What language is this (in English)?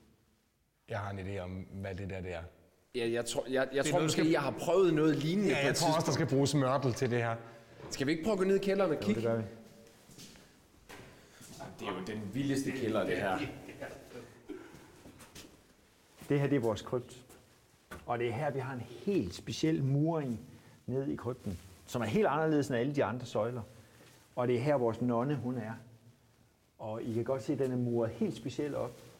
Danish